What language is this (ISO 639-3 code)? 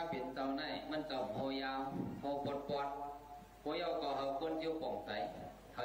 shn